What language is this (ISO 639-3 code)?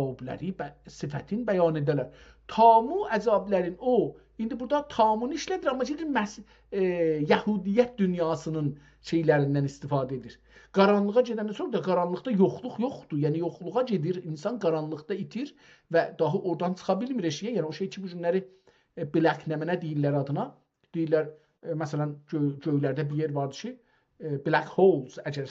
azb